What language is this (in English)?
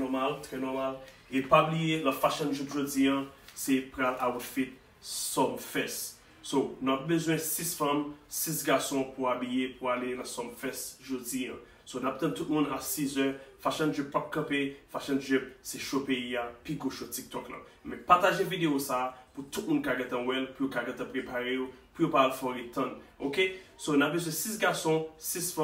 Haitian Creole